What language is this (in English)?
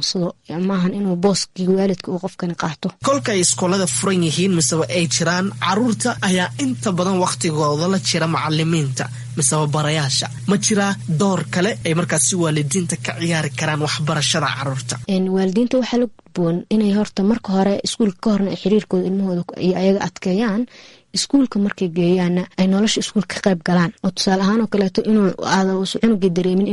Somali